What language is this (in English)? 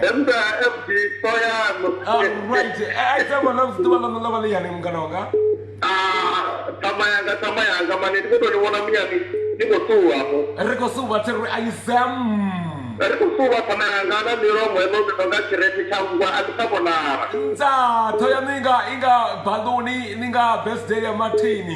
Venda